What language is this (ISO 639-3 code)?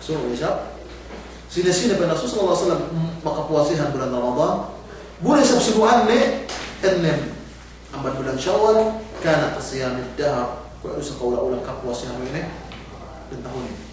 yka